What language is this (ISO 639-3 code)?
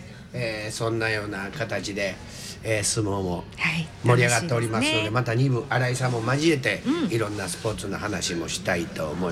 jpn